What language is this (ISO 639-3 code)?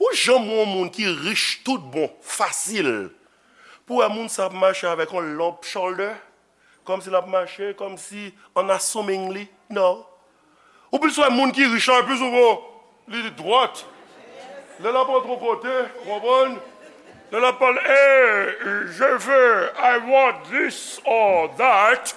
hat